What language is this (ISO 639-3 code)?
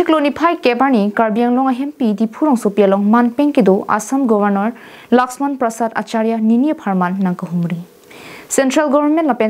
mjw